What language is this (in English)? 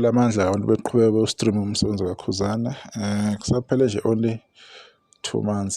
Zulu